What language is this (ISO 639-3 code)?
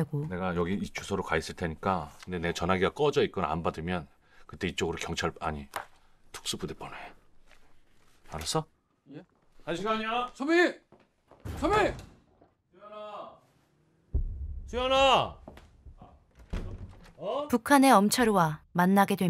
kor